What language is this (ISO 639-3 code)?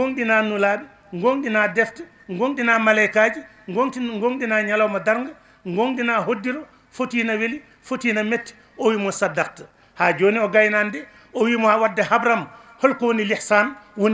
ful